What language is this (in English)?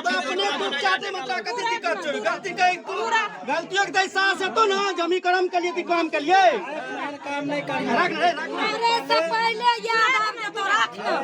Maithili